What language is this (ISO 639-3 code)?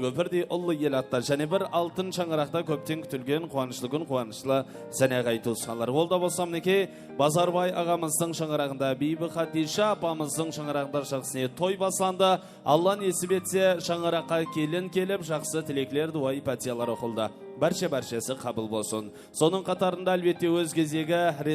kaa